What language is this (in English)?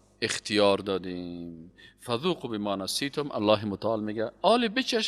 Persian